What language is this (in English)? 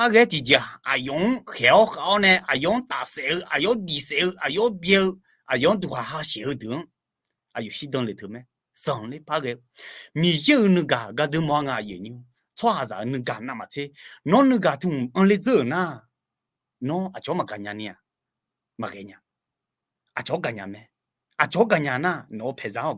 Akha